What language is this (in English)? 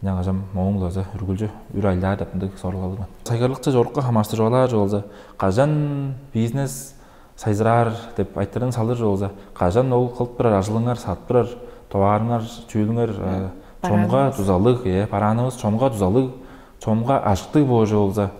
Tuvinian